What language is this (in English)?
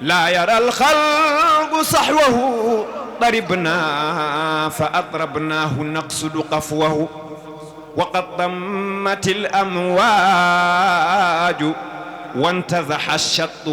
Fula